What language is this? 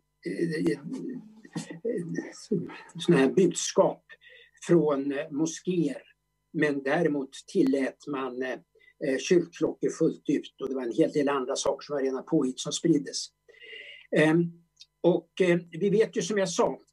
Swedish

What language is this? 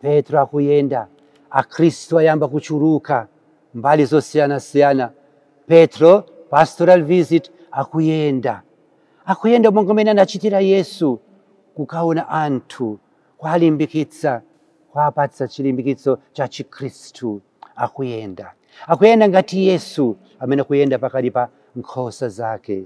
Nyanja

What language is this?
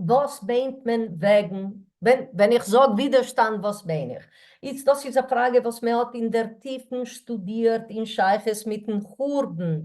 Yiddish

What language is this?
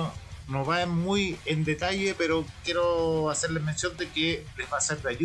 Spanish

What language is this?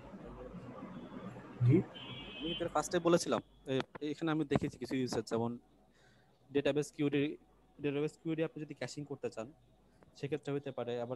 Bangla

